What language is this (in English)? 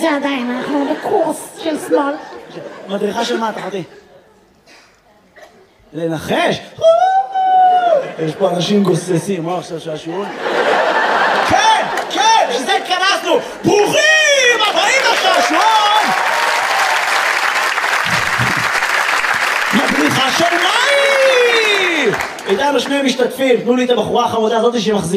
Hebrew